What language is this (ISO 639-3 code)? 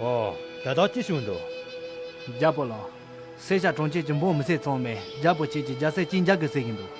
khg